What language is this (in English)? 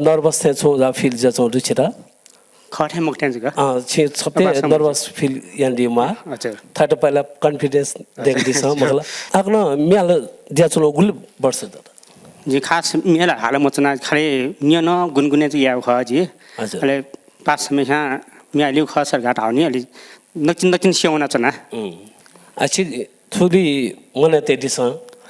Newari